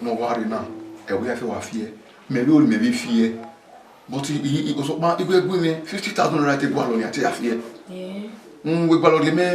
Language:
Bini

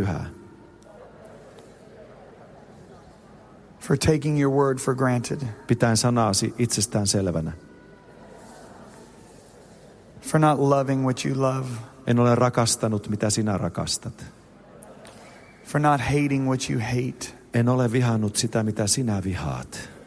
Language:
Finnish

